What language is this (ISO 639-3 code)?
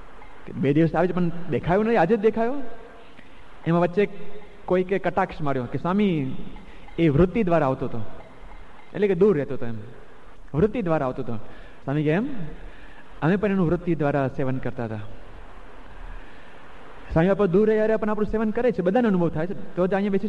guj